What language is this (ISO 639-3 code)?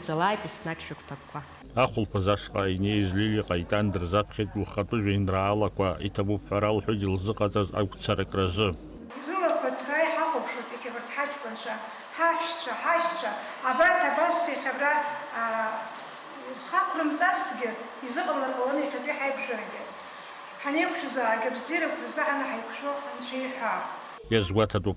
abk